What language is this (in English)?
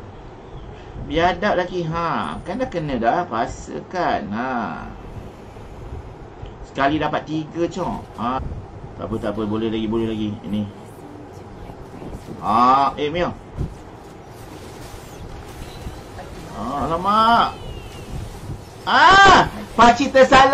Malay